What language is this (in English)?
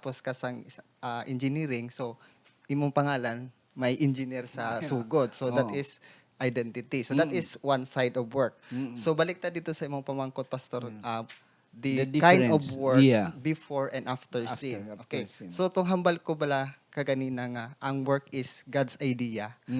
Hiligaynon